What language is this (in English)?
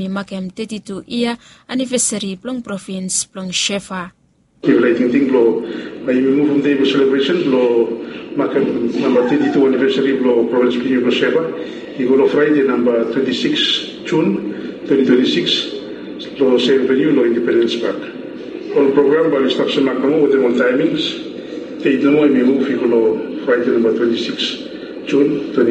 Bislama